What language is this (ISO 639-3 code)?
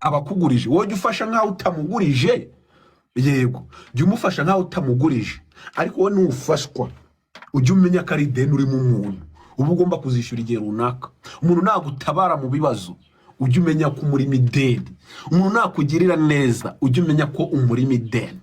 kin